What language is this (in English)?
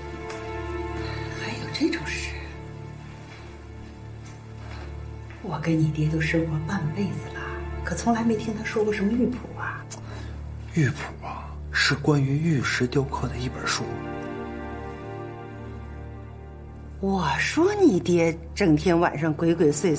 Chinese